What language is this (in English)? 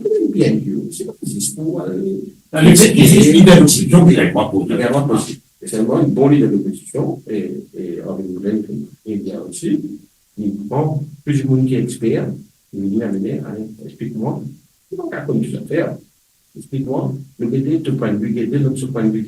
Morisyen